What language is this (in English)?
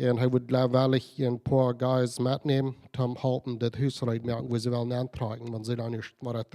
Plautdietsch